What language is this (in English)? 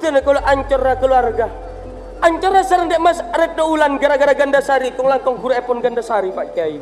Madurese